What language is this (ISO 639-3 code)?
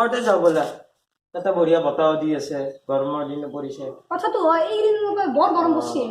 asm